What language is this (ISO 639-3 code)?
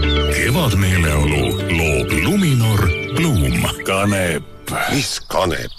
est